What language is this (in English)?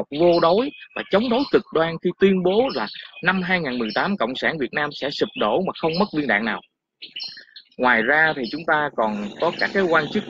Vietnamese